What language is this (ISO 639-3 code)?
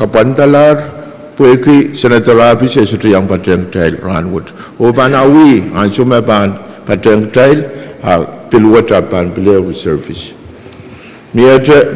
pon